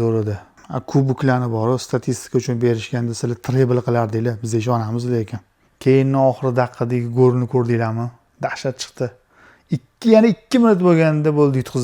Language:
Uzbek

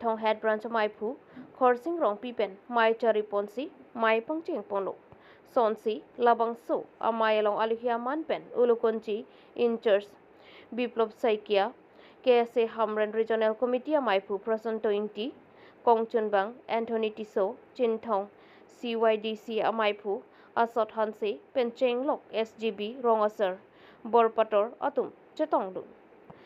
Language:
Karbi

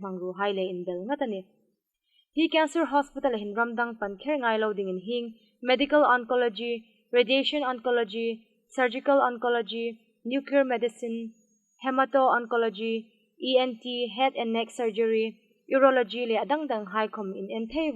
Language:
Hmar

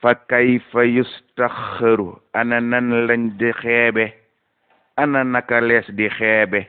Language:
Wolof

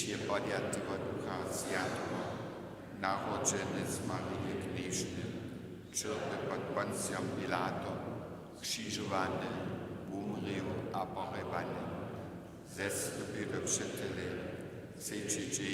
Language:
Upper Sorbian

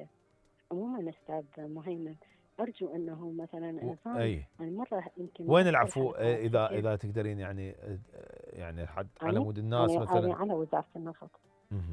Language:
Mesopotamian Arabic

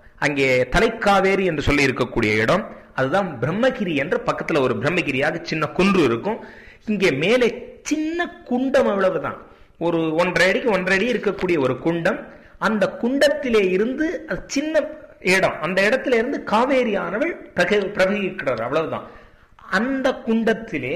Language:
Tamil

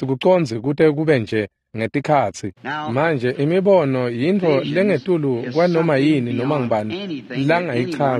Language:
Swati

